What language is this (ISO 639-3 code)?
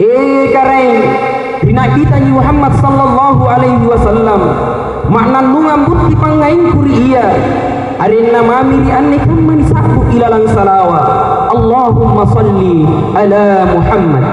mak